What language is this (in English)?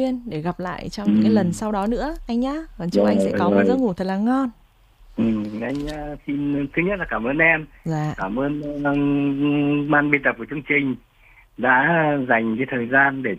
Vietnamese